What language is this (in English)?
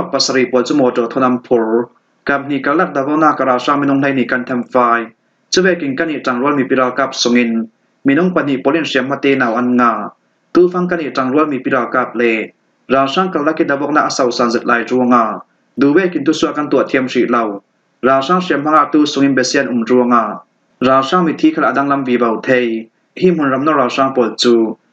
Falam Chin